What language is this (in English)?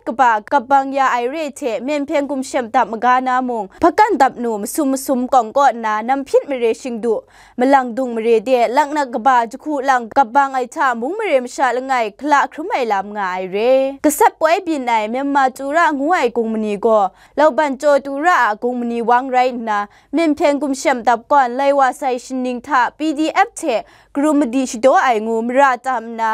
Kachin